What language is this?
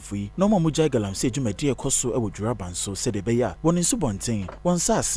Akan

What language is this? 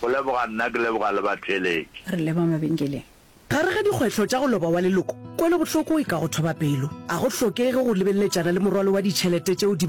Northern Sotho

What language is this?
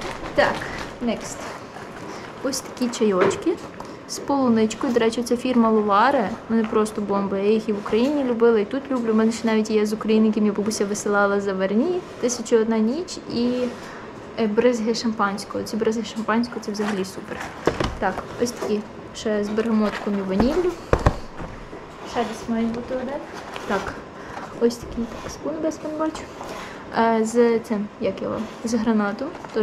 Ukrainian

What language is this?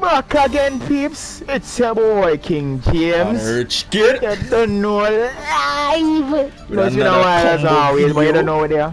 Jamaican Creole English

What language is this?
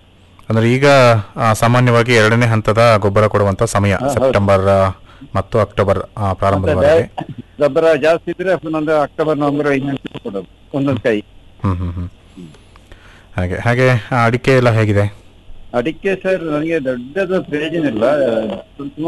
Kannada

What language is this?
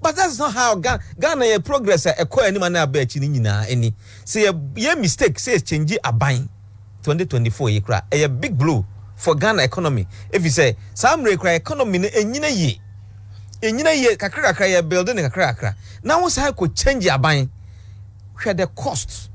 Akan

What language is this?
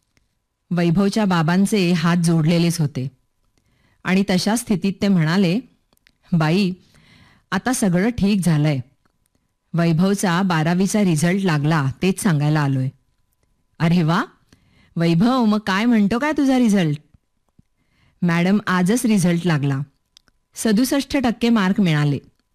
Marathi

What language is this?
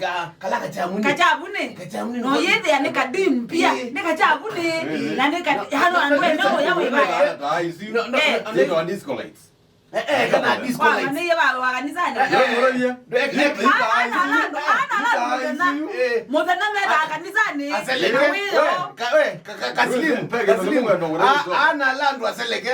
Kamba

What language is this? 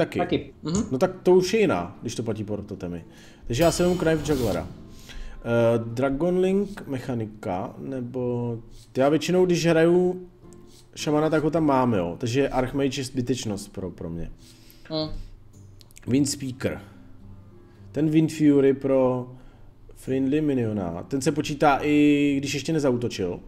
Czech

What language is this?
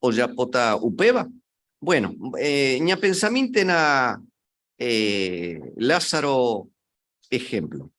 Guarani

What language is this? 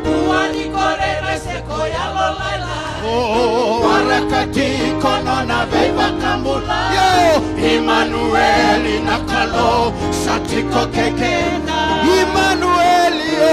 Fijian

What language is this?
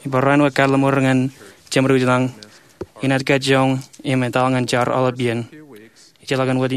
Marshallese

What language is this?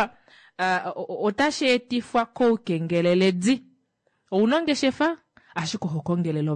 Kuanyama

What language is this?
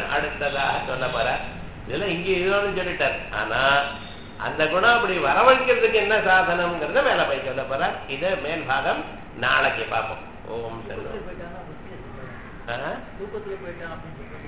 Tamil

